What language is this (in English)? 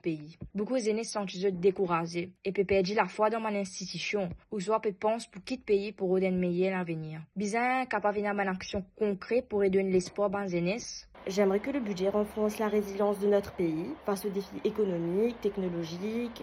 Morisyen